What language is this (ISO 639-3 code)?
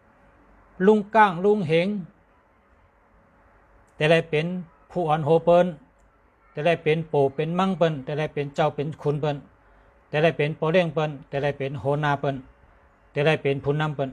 shn